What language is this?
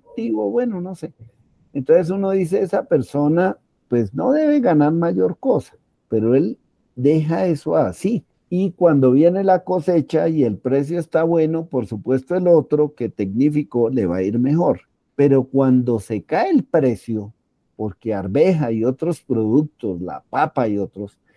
Spanish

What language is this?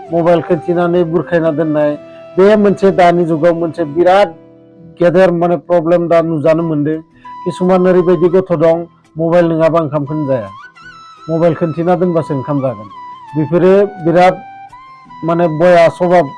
Bodo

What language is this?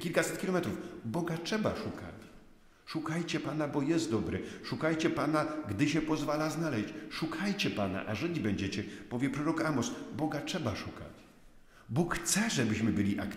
Polish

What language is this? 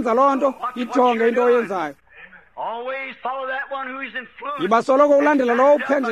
Xhosa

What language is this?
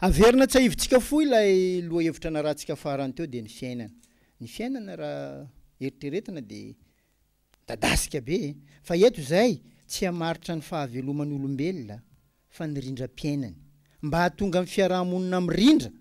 Malagasy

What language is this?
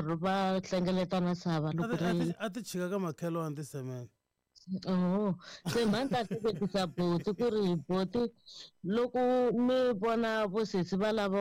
Tsonga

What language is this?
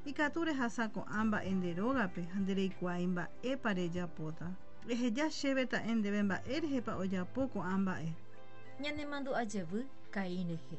Guarani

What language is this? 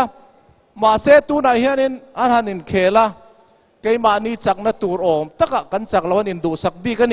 Mizo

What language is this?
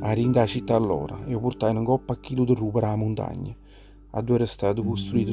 Neapolitan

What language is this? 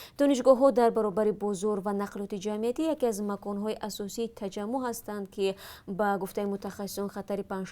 Tajik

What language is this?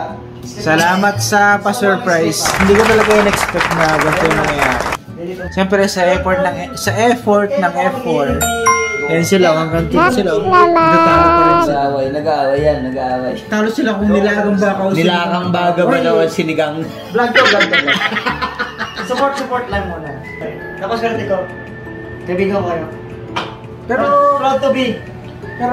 Filipino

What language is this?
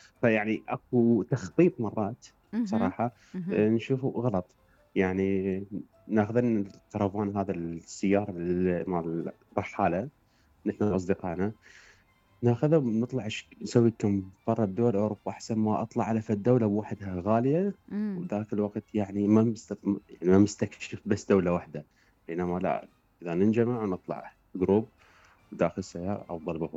Mesopotamian Arabic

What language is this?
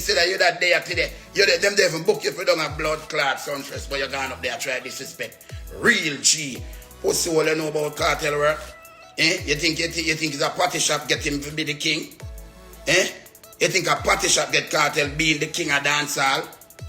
Jamaican Creole English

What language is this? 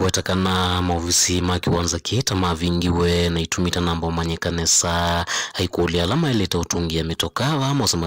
Kamba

